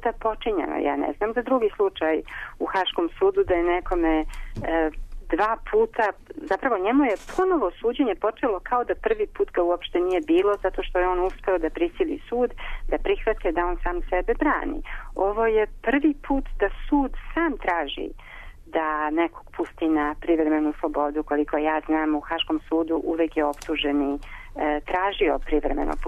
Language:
Serbian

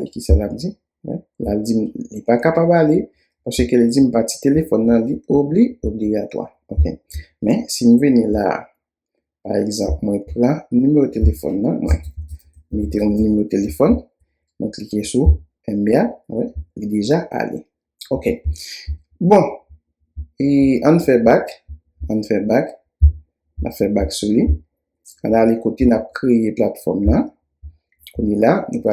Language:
Haitian Creole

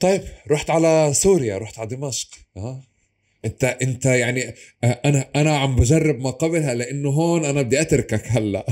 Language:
North Levantine Arabic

